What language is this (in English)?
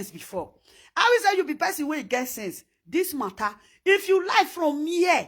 Nigerian Pidgin